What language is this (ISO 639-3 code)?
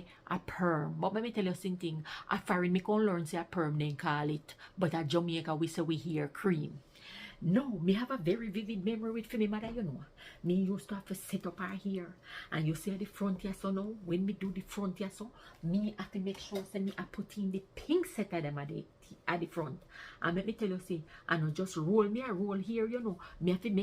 jam